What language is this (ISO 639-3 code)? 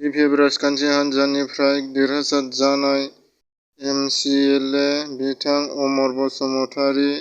brx